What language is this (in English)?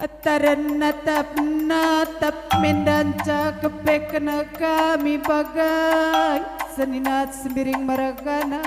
Batak Karo